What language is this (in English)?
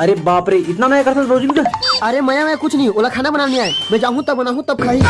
Chhattisgarhi